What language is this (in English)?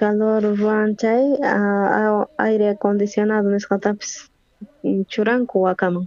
South Bolivian Quechua